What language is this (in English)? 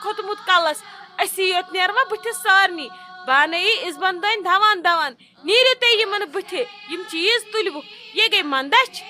Kashmiri